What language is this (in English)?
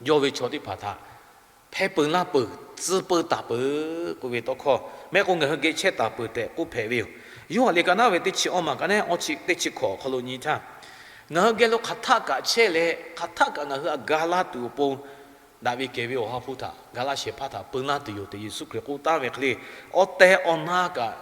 Lahu